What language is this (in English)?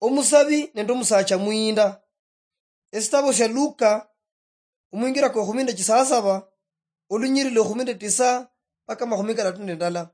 Luyia